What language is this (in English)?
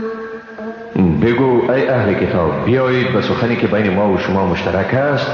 Persian